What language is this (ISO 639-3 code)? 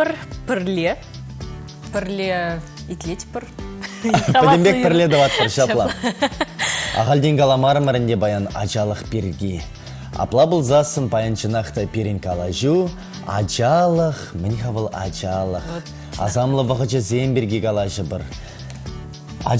chv